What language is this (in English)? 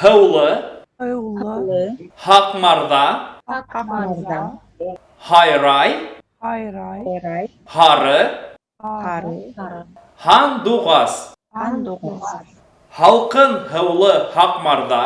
Bashkir